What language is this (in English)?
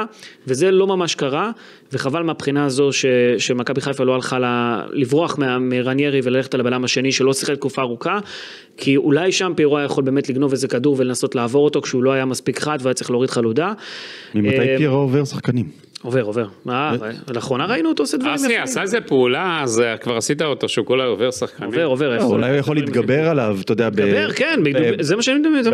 Hebrew